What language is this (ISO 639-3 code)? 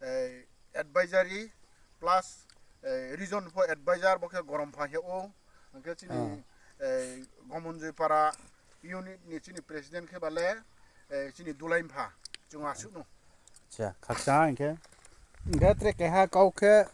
ria